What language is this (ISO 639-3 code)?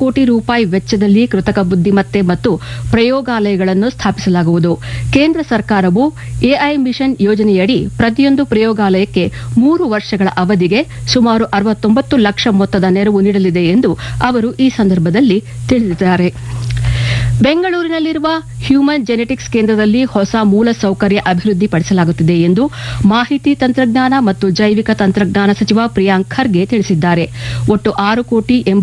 kan